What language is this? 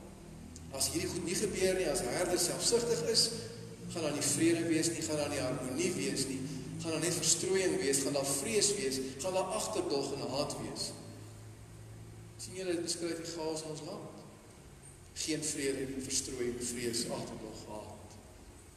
Afrikaans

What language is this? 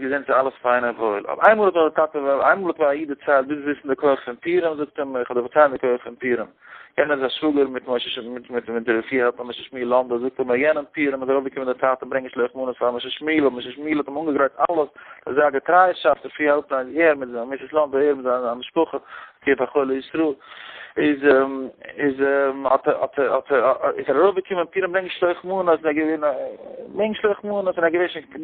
Yiddish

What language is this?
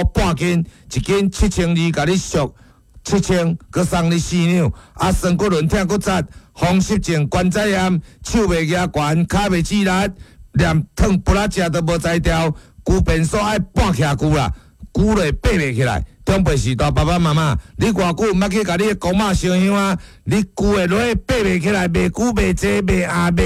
Min Nan Chinese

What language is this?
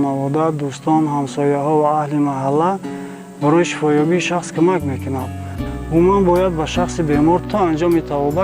Tajik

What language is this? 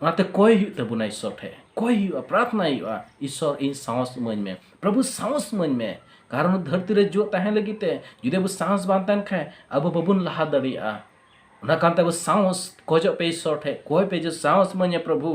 Santali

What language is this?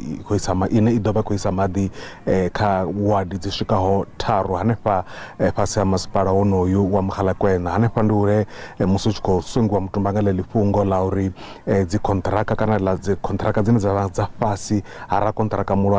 Venda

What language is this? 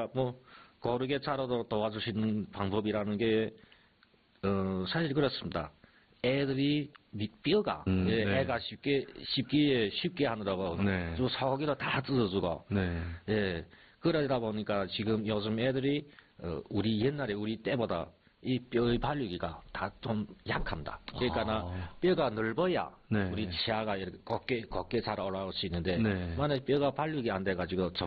Korean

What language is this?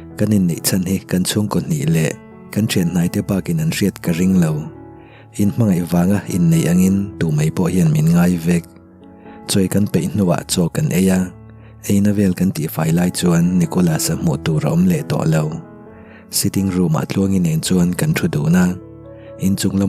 Mizo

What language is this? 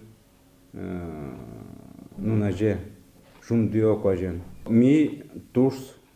Udmurt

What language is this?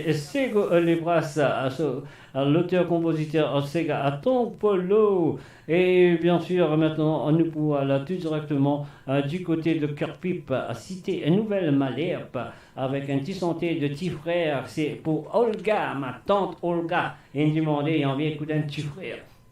Morisyen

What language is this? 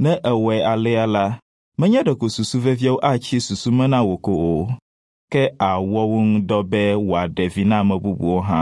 Ewe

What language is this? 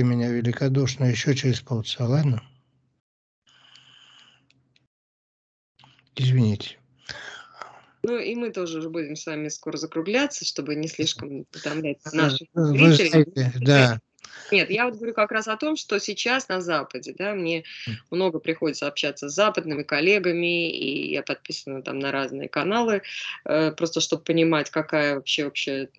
Russian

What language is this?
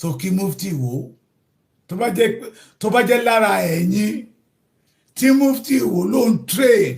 Yoruba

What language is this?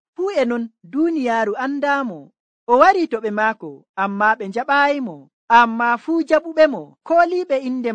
Nigerian Fulfulde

